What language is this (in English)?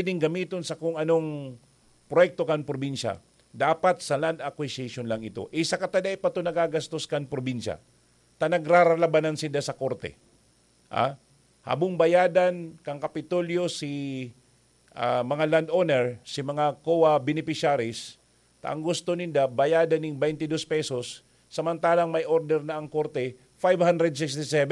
Bikol